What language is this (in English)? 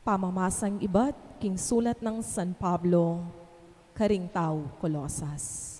Pampanga